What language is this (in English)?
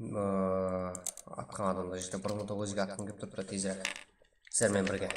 Kara-Kalpak